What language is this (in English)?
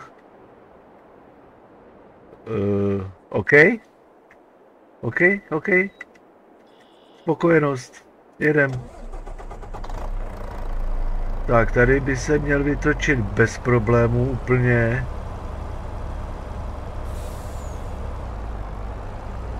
Czech